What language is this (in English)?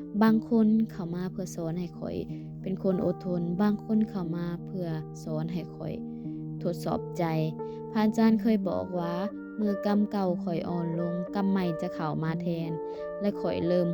Lao